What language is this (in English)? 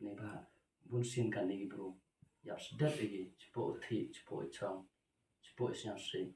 Khasi